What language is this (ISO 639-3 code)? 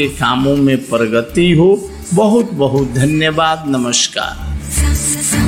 hin